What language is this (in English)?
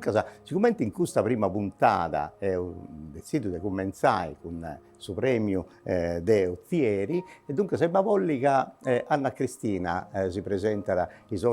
Sardinian